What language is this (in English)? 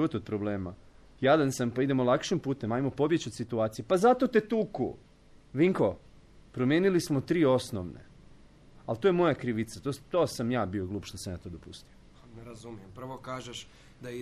Serbian